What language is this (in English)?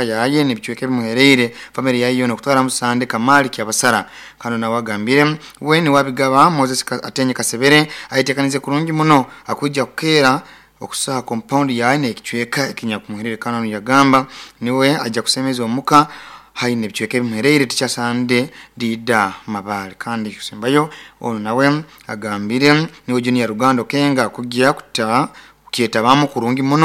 Nyoro